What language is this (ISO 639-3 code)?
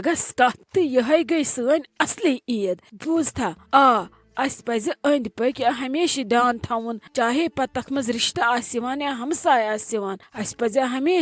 kas